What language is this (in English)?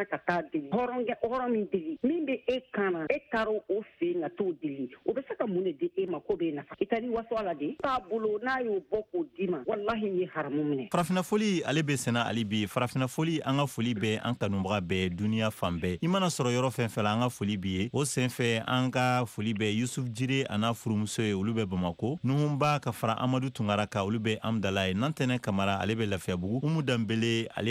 Bambara